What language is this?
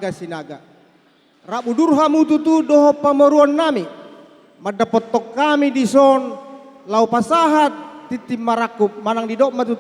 Batak Toba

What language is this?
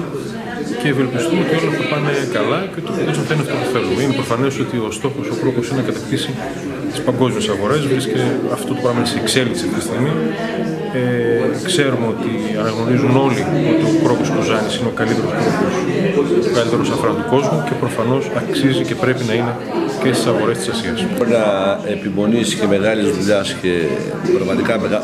Greek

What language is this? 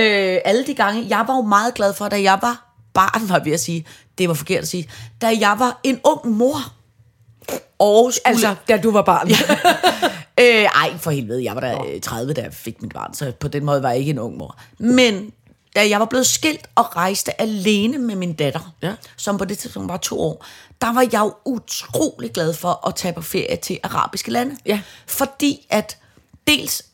Danish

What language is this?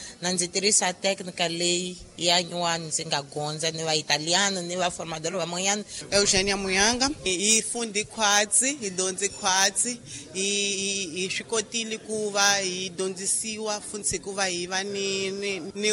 Tsonga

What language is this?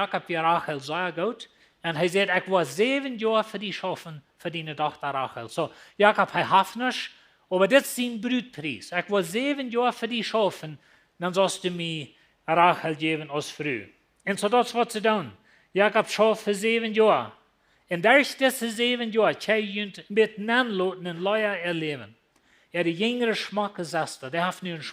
Plautdietsch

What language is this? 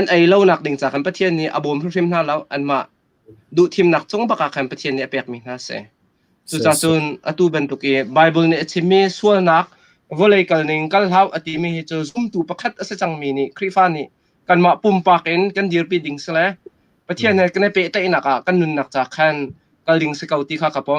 Hakha Chin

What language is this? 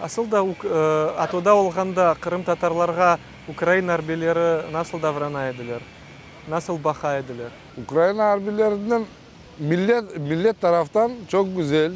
Crimean Tatar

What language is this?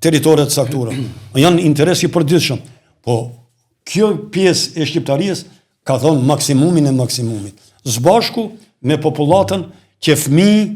Albanian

